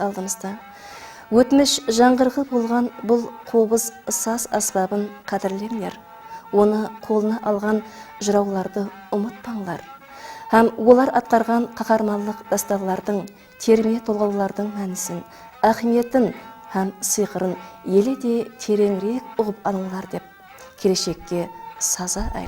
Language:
Kara-Kalpak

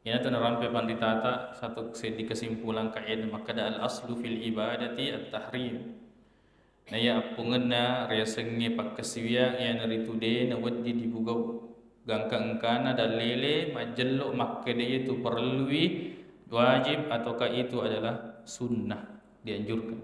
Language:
Buginese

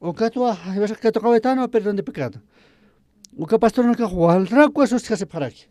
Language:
Aymara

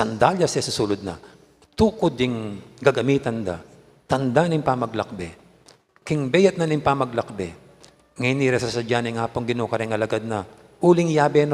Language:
Pampanga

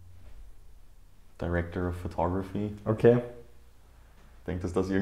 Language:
German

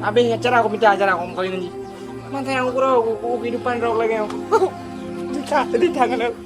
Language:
Achinese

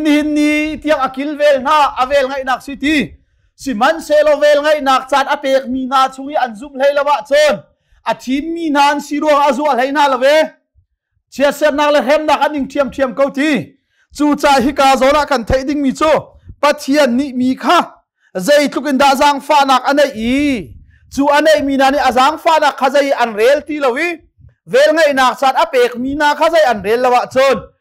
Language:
Hakha Chin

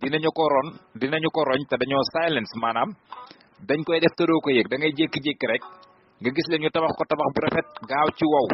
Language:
Wolof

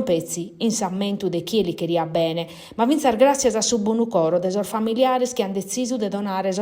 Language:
Sardinian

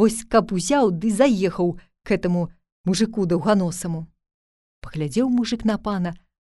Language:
Belarusian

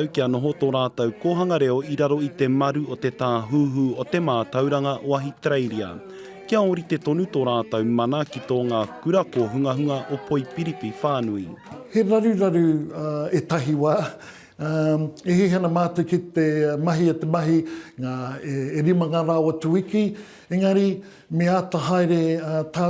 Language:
Māori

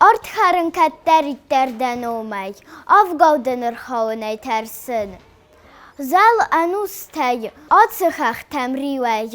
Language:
Ossetic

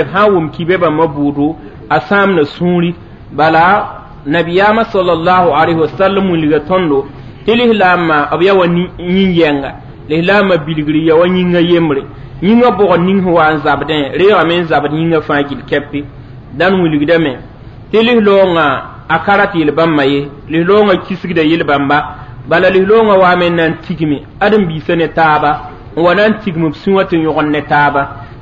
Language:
Mossi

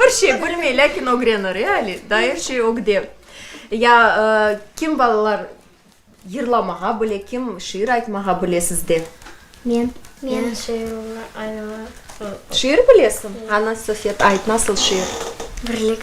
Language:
Crimean Tatar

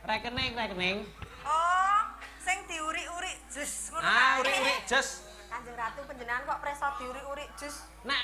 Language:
Javanese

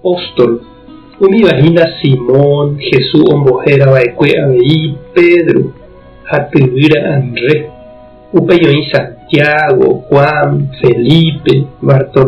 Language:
Guarani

